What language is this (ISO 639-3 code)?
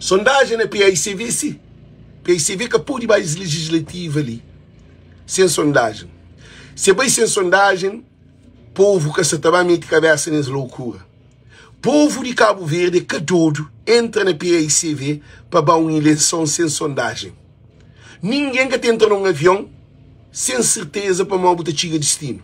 kea